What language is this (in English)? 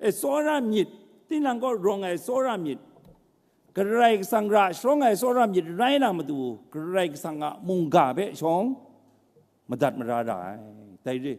Kachin